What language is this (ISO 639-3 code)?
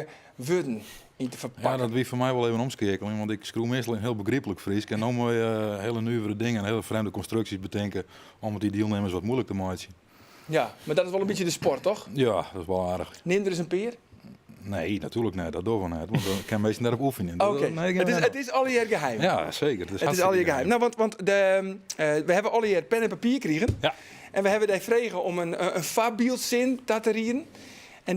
fry